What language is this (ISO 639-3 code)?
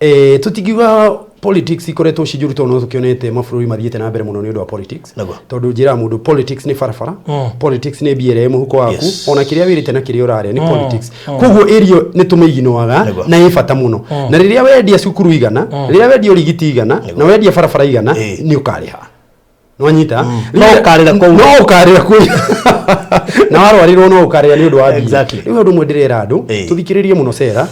kik